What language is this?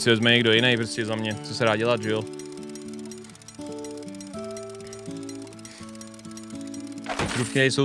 Czech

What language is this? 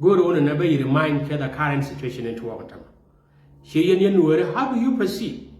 Nuer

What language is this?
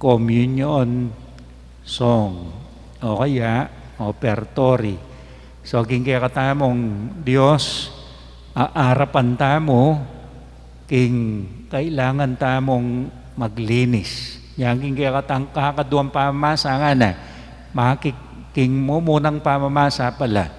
Pampanga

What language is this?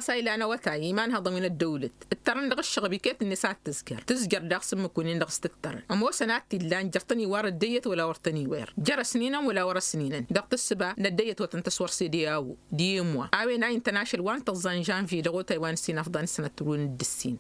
Tamasheq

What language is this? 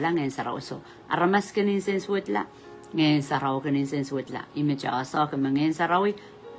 Pohnpeian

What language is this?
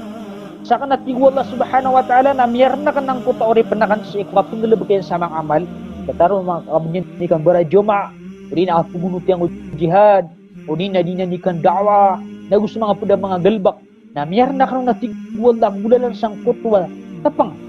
Maranao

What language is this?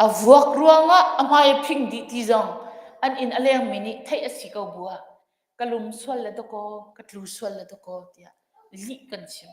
Hakha Chin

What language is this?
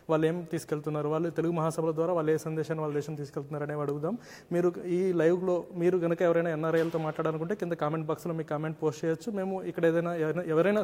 Telugu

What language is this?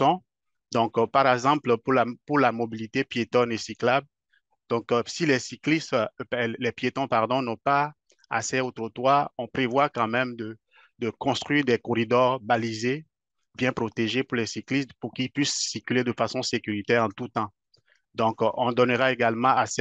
French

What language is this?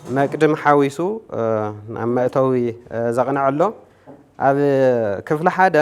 Tigrinya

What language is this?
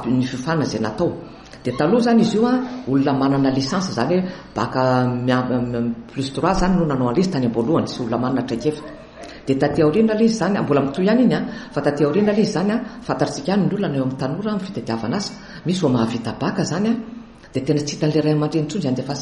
Malagasy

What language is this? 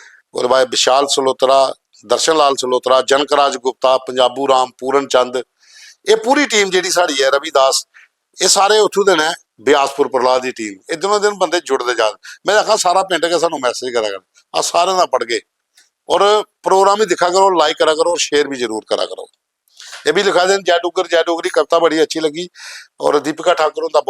Dogri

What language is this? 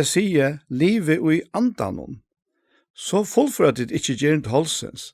Faroese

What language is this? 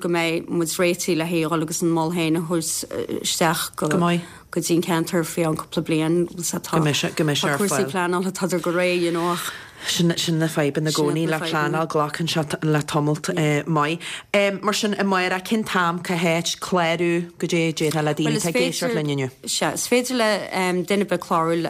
Irish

